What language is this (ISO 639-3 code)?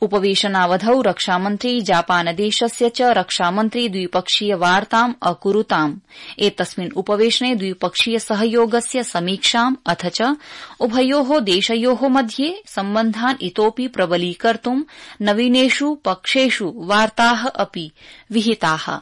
san